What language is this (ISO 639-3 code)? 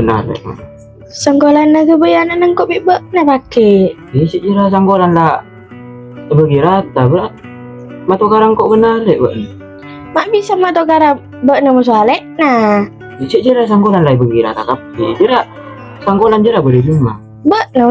mad